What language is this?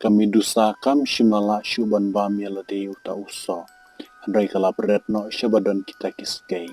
Khasi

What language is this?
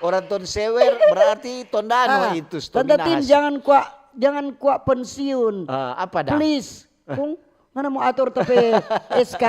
Manado Malay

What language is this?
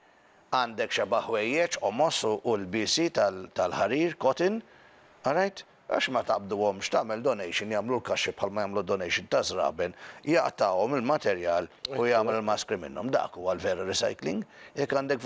Maltese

